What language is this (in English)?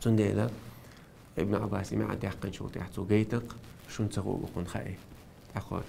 Chechen